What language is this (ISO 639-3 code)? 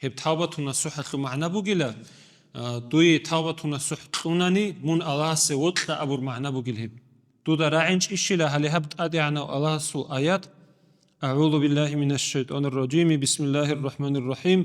ava